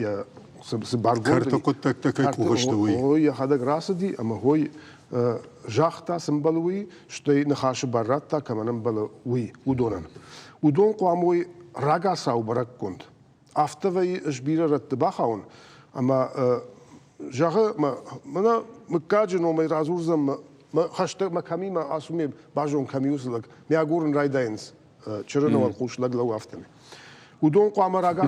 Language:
Ossetic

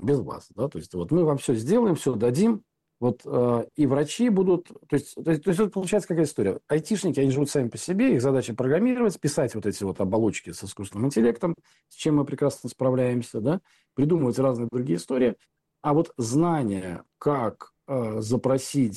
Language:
Russian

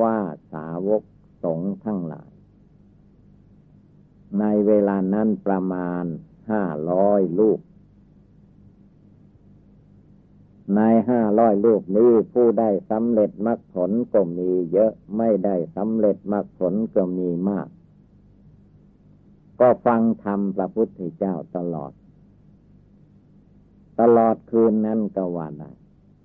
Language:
Thai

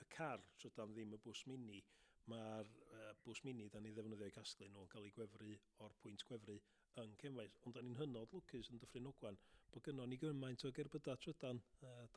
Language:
Welsh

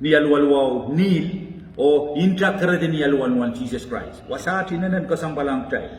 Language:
Pohnpeian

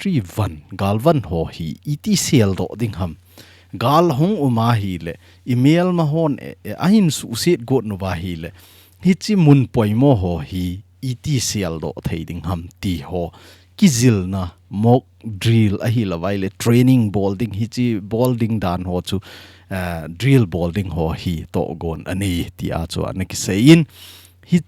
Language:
Thado Chin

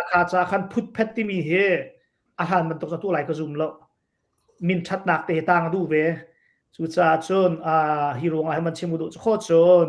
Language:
Hakha Chin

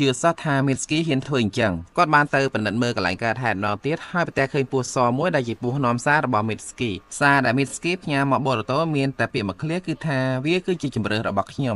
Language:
Khmer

